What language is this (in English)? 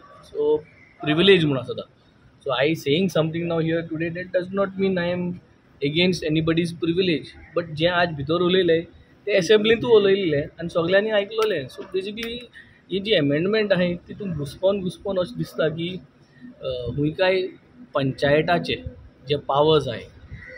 Konkani